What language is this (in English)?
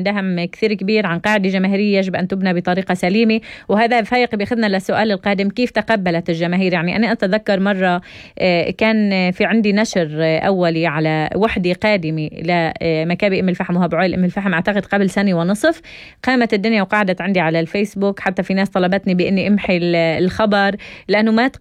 North Levantine Arabic